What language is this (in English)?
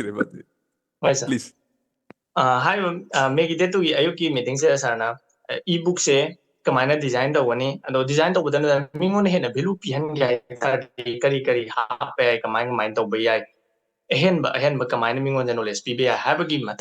Manipuri